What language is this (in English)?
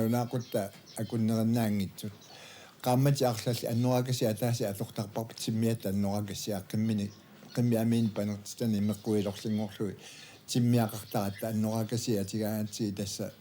Kalaallisut